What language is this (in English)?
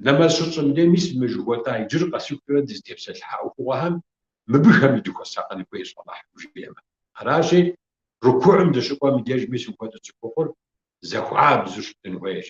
Kabardian